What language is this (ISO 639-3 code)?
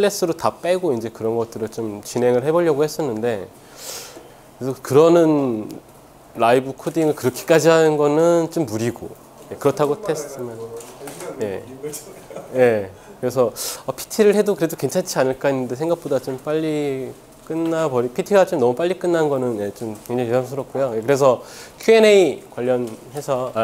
kor